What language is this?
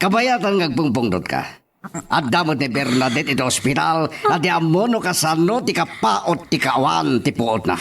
Iloko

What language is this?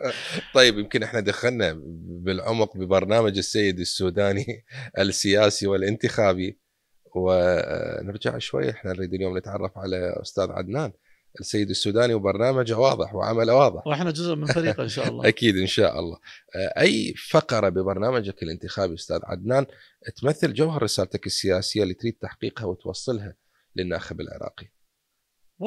Mesopotamian Arabic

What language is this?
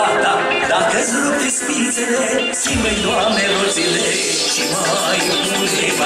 Romanian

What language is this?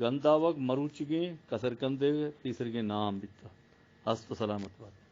Eastern Balochi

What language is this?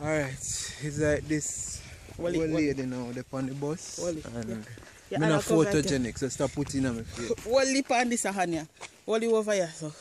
Jamaican Creole English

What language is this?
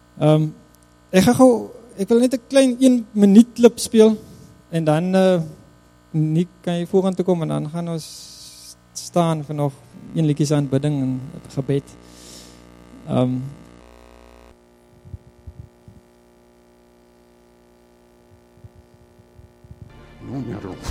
Afrikaans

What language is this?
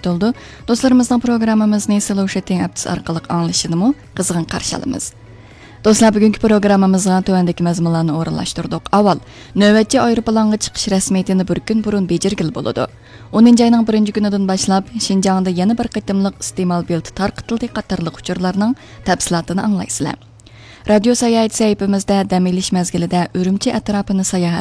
Uyghur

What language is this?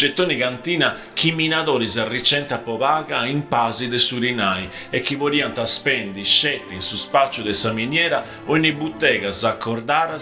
Sardinian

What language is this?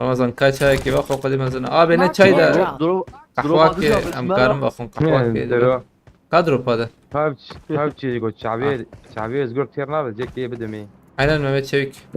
Kurdish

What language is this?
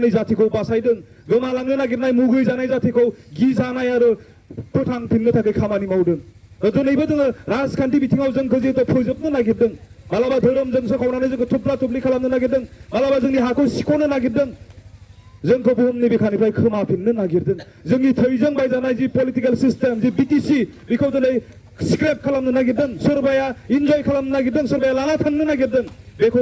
Bodo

